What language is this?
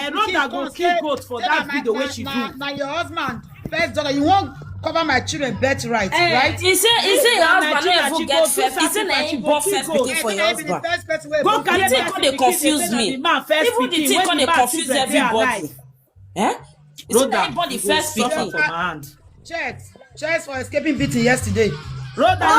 Nigerian Pidgin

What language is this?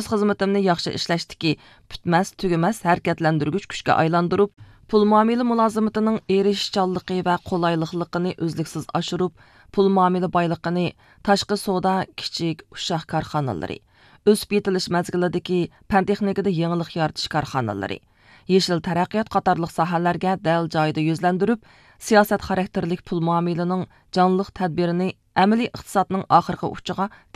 Uyghur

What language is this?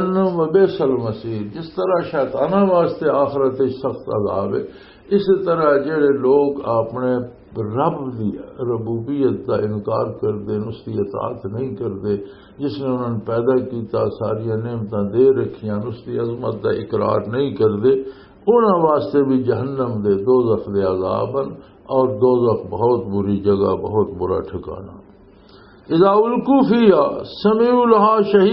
Western Panjabi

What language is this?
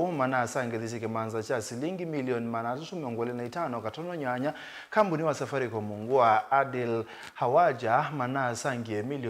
Kamba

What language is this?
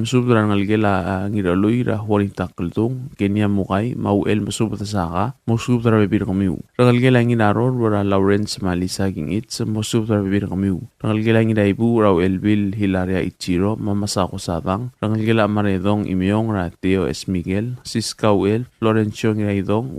Palauan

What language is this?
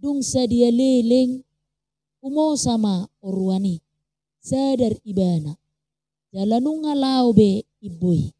Batak Toba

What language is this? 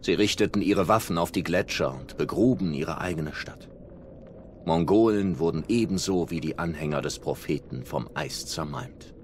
Swiss German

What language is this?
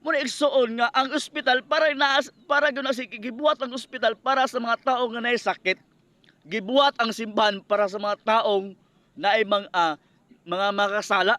Cebuano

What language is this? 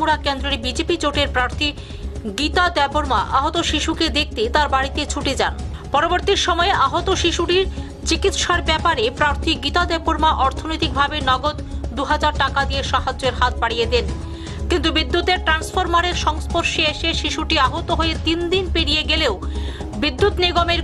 Bangla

